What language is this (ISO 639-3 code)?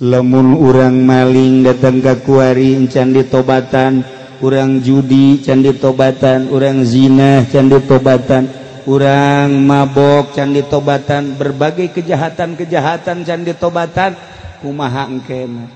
sun